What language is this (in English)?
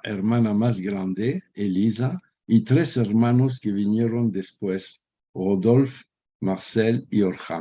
Ladino